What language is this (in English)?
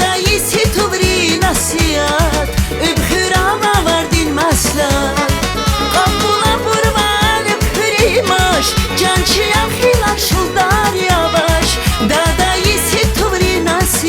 Tabassaran